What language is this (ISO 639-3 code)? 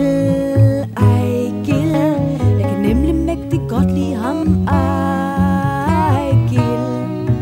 dan